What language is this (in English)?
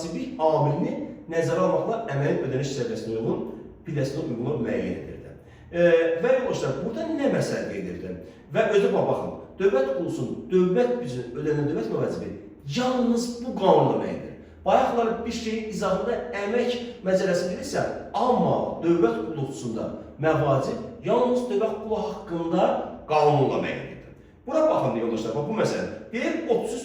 Azerbaijani